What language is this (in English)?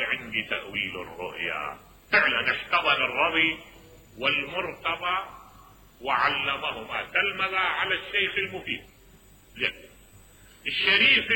Mesopotamian Arabic